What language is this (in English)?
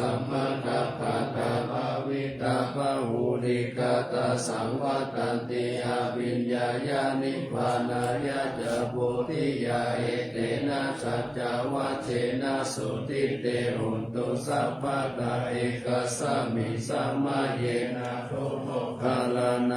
Pali